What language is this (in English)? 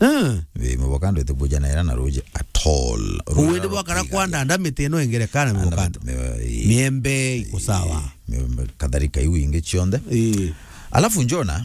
Meru